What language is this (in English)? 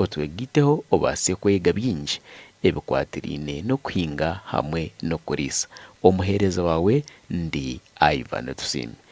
Nyankole